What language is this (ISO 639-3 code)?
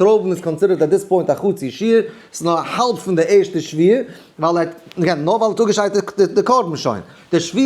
yid